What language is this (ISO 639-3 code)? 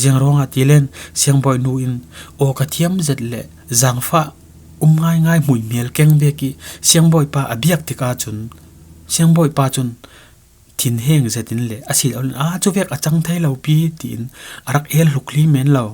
cfm